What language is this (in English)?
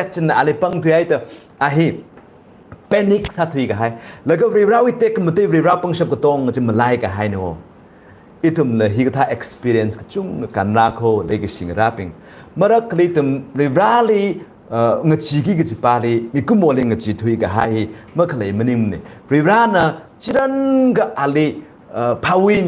Tangkhul Naga (India)